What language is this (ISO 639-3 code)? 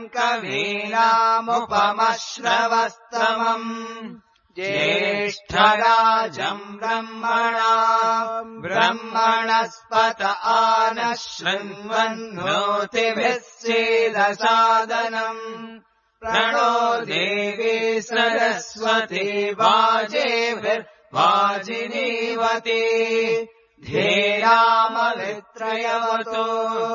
san